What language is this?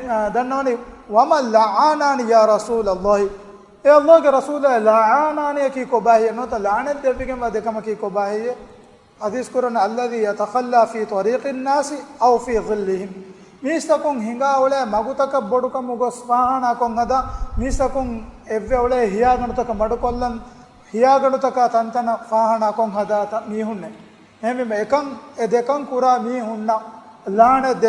Divehi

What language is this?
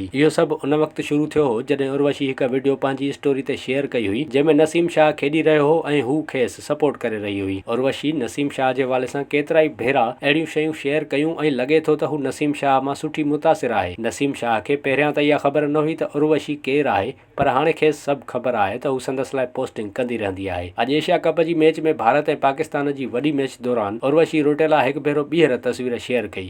Sindhi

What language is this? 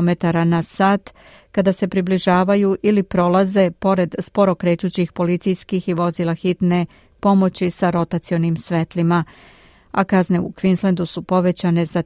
Serbian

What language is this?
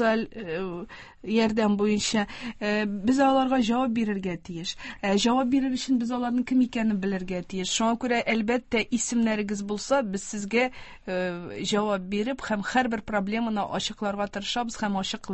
Tatar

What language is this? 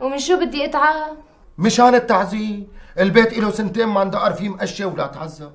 North Levantine Arabic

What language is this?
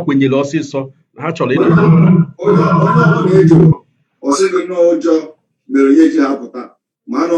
Igbo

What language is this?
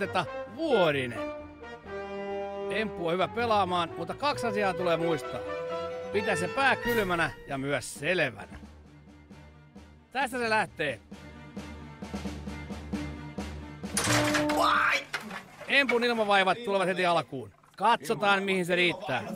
Finnish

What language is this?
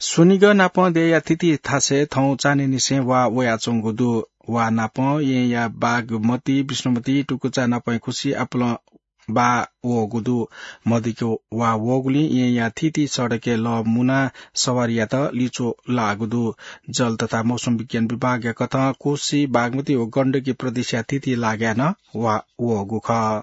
Newari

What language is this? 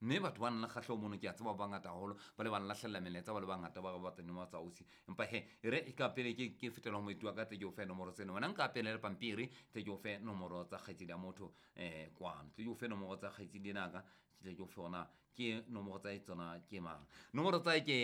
Southern Sotho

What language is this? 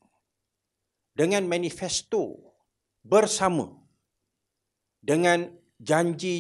Malay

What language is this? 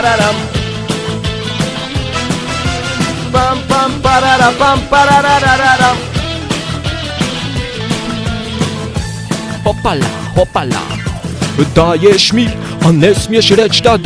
Bosnian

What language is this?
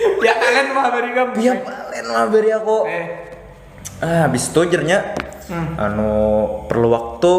Banjar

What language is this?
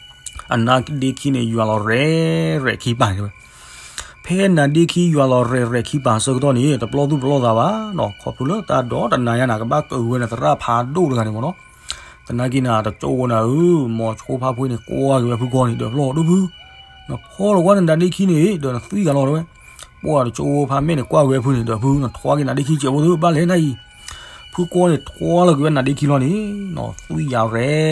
S'gaw Karen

